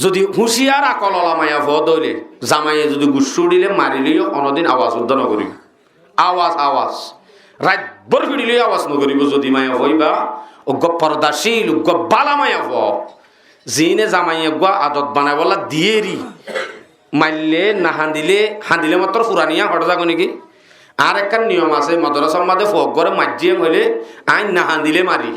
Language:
Rohingya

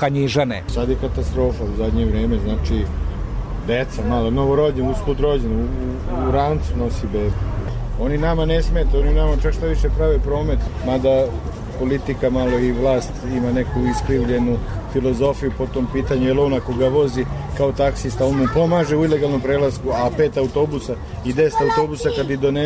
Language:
Serbian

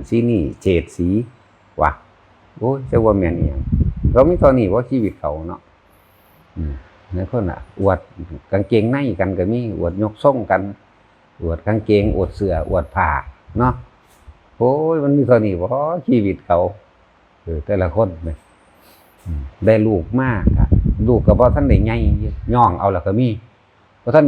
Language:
Northeastern Thai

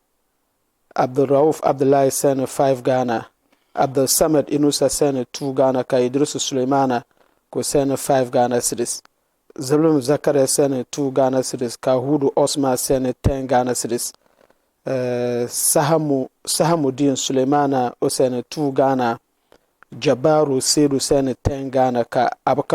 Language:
Dagbani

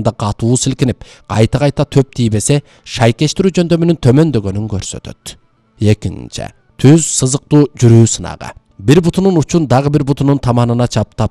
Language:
Kyrgyz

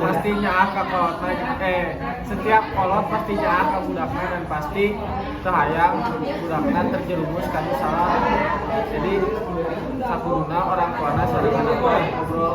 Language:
Sundanese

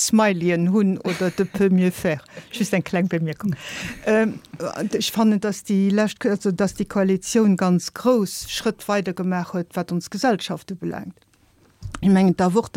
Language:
Luxembourgish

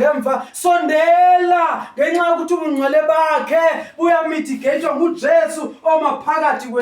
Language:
Zulu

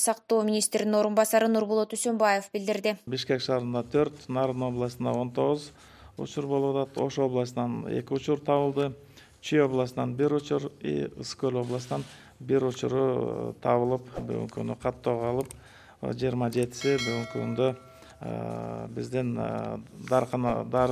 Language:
Kyrgyz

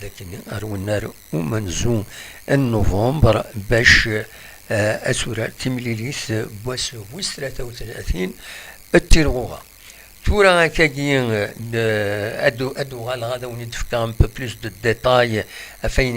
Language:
Kabyle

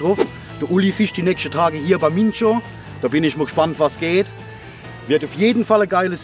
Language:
German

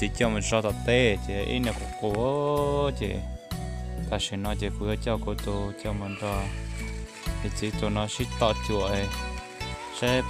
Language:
Hmong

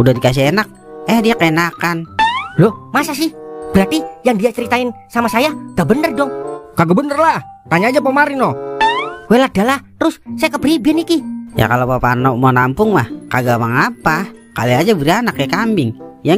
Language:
Betawi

